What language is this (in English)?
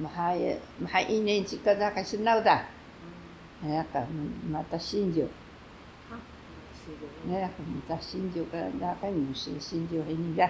Taroko